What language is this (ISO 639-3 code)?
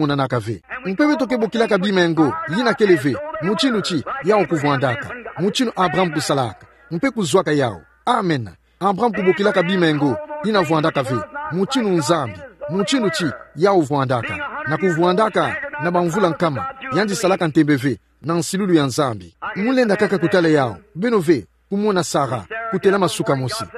ktu